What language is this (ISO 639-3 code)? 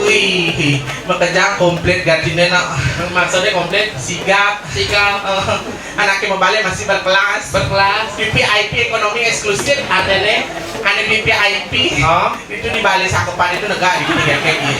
ban